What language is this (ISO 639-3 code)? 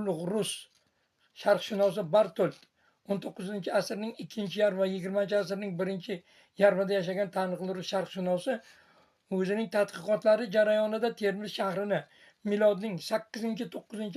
uzb